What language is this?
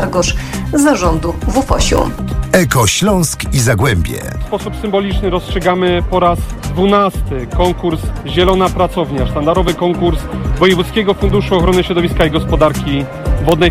Polish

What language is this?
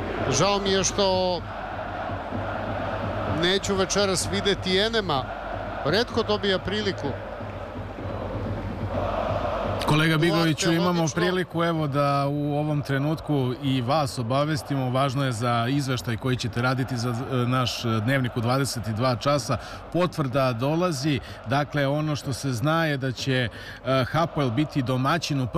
Serbian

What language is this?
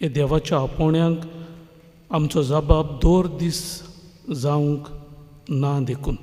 Konkani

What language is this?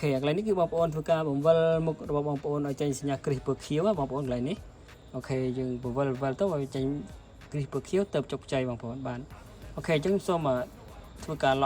Khmer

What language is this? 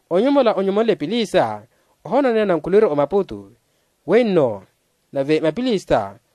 Makhuwa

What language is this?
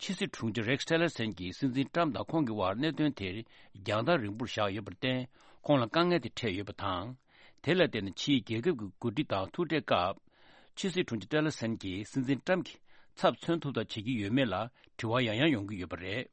Tibetan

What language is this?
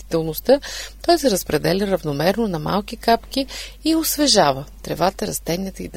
Bulgarian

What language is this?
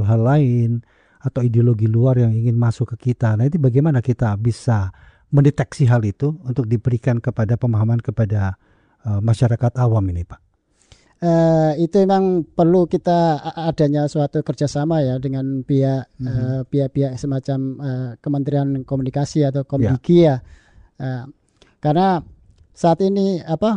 Indonesian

